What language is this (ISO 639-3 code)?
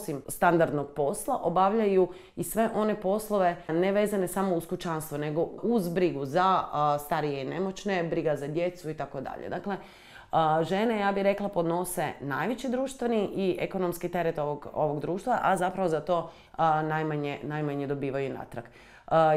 hrv